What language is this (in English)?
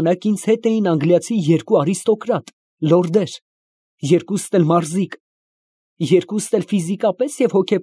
Armenian